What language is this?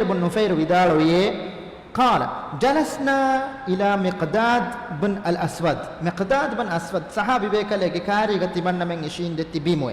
Divehi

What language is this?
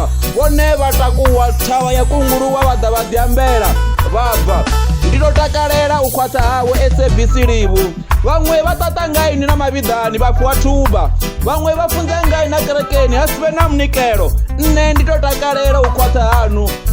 Venda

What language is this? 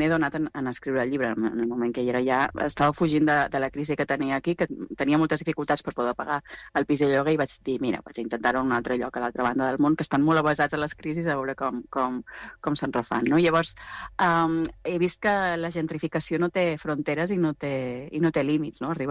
Catalan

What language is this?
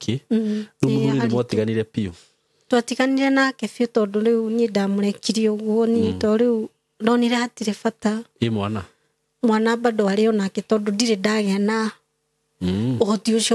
Kikuyu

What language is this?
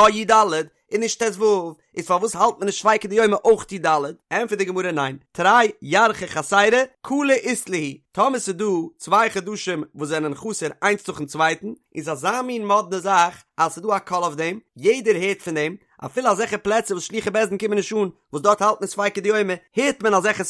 Yiddish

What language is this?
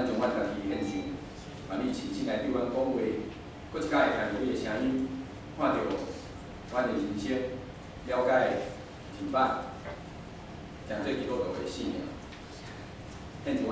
Min Nan Chinese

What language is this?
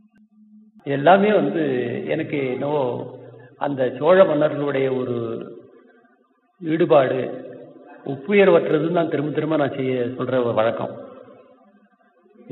Tamil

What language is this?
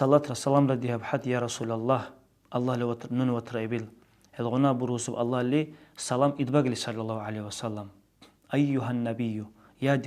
Dargwa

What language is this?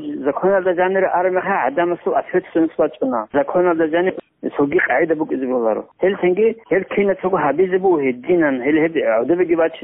Avaric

